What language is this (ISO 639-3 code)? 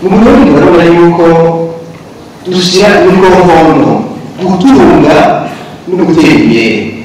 run